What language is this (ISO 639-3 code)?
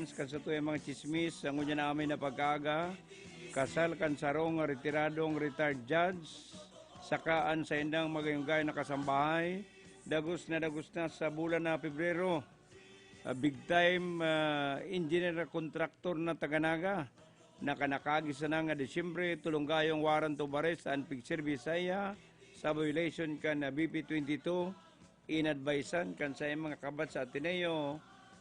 bik